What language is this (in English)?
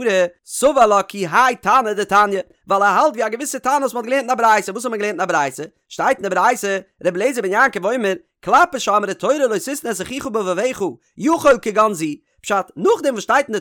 Yiddish